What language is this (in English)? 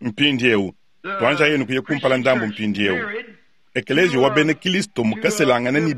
Luba-Lulua